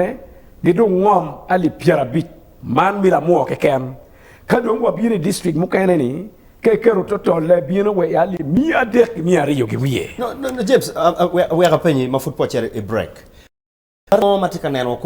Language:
Acoli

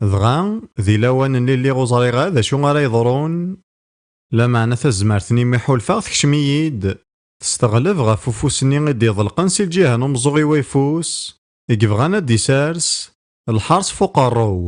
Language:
Kabyle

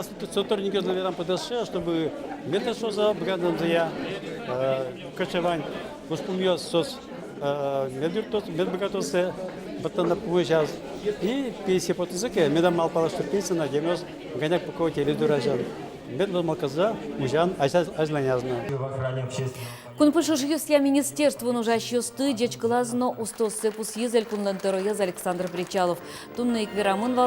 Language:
Udmurt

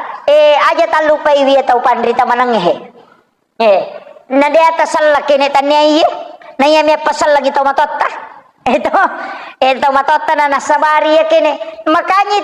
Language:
Buginese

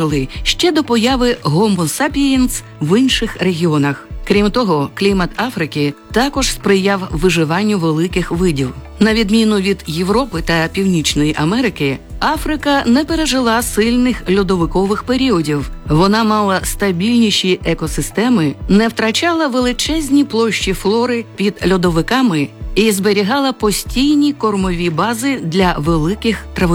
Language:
Ukrainian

